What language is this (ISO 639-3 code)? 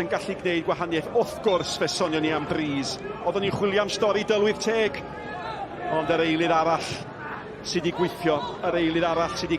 cym